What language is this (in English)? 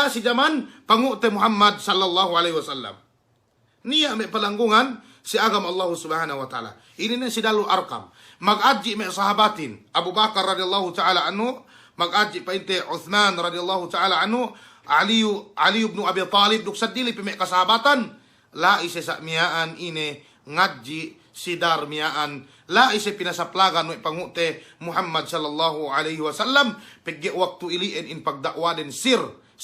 Yakan